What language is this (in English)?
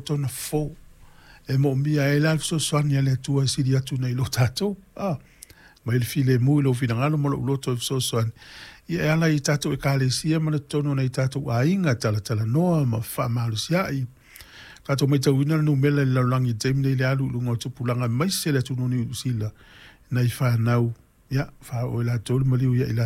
Samoan